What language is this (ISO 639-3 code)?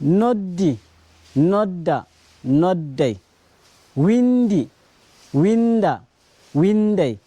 ful